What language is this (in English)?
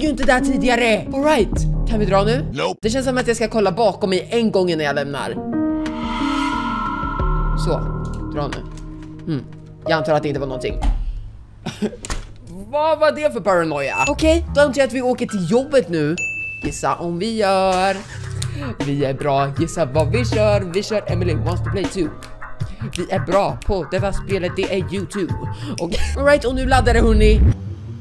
Swedish